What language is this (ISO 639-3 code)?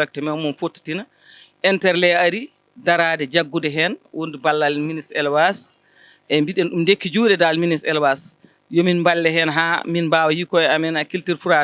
ful